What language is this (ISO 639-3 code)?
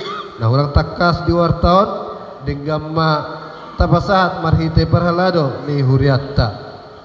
bbc